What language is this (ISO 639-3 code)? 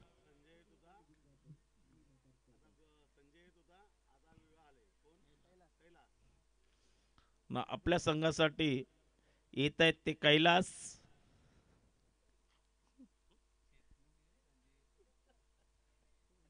mar